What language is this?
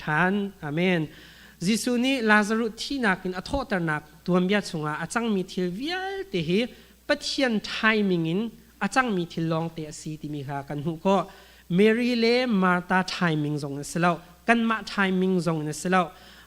Hakha Chin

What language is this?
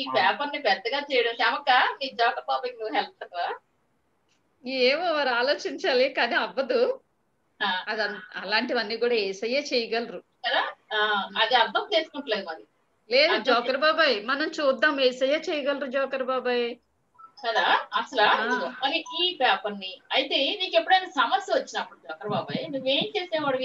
Telugu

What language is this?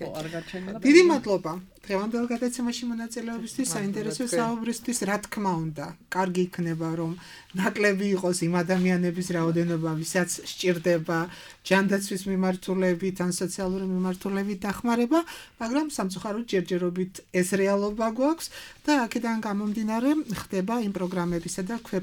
Georgian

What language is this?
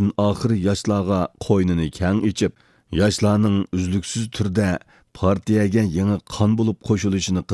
Uyghur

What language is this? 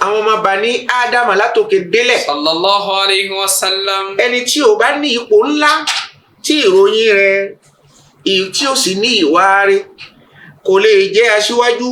Yoruba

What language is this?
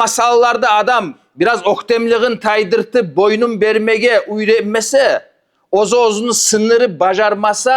Kumyk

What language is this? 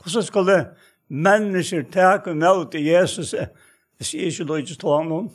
Faroese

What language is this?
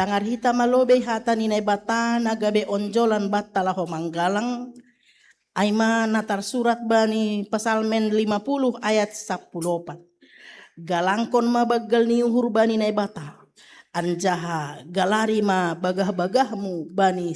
Batak Simalungun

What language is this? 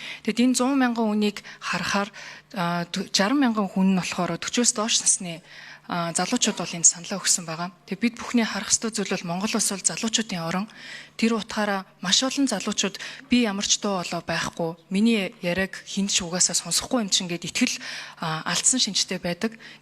Mongolian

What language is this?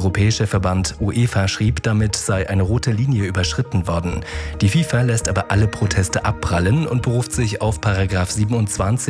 German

